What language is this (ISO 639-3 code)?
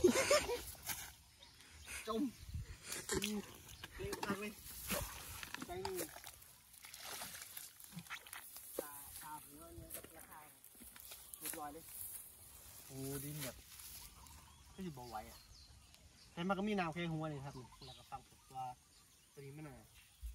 tha